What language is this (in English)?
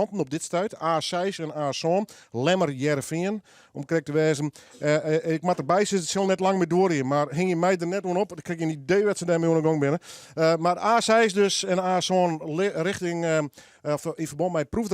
Western Frisian